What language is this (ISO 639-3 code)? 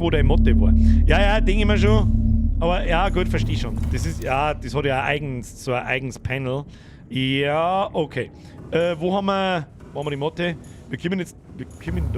bar